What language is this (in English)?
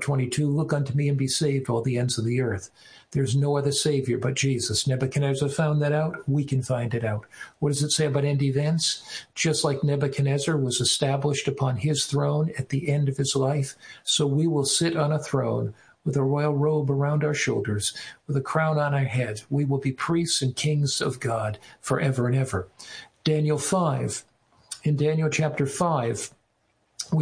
English